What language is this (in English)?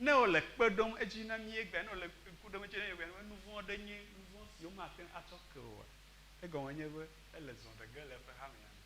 Ewe